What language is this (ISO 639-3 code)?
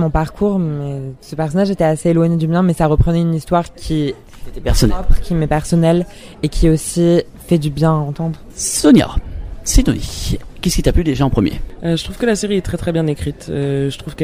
fra